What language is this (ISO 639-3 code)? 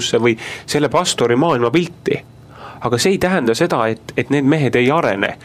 est